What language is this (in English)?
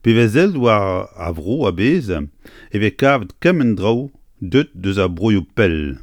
Breton